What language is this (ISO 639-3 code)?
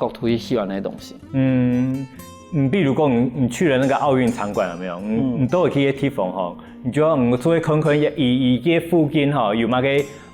hak